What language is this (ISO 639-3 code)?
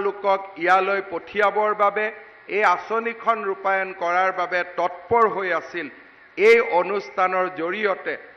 asm